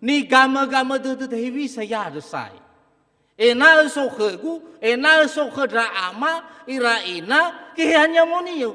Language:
Nias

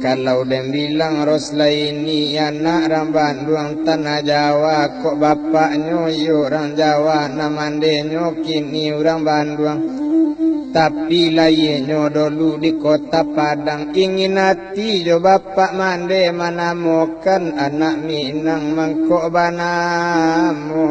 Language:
Minangkabau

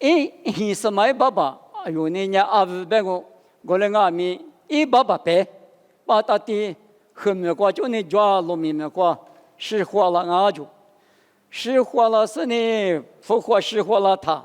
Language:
Lisu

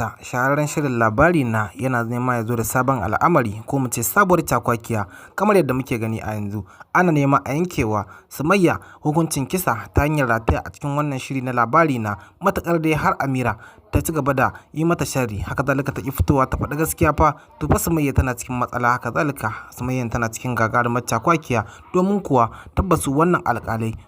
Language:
Hausa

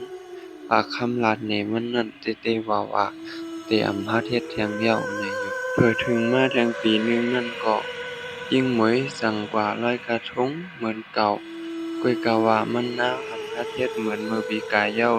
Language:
Shan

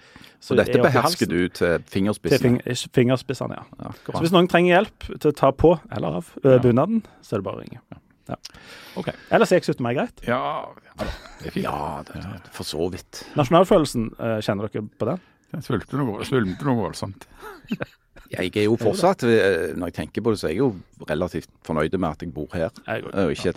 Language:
Norwegian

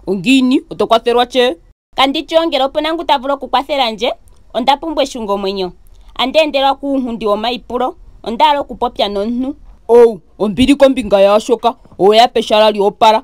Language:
Ndonga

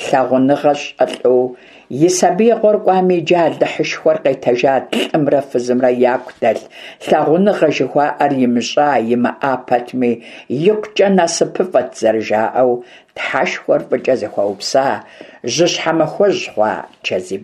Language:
Kabardian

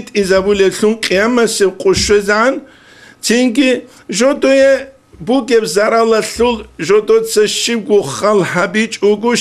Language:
Avaric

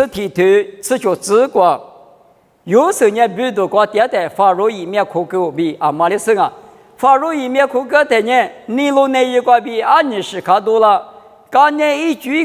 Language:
Lisu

